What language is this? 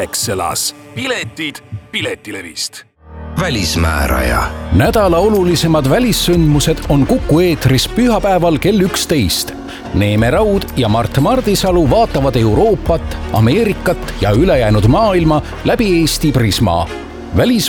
Estonian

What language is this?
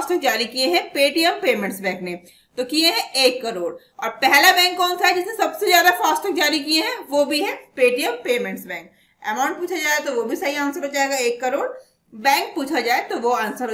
Hindi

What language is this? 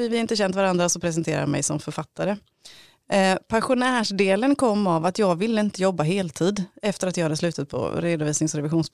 Swedish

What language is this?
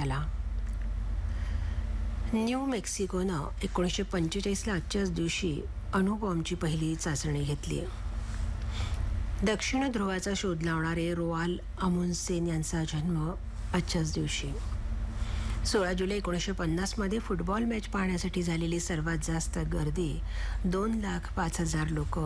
Marathi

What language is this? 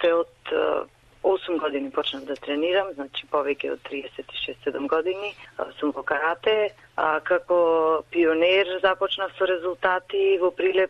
Macedonian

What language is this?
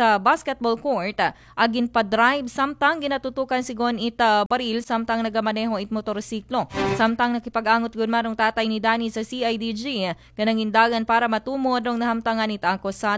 Aklanon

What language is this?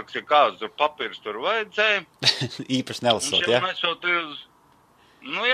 Latvian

